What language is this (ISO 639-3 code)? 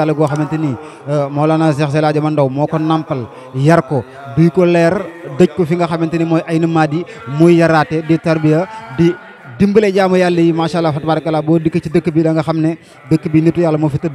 wol